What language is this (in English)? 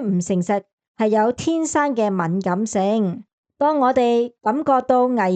Cantonese